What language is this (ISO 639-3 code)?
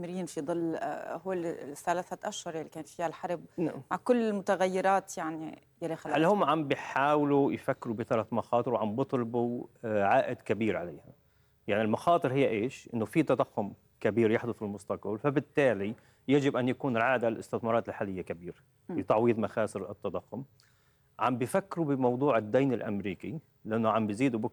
apc